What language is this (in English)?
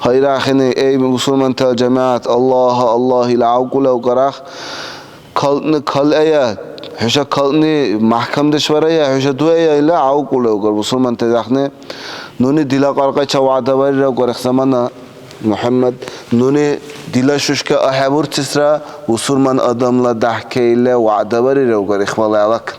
Dargwa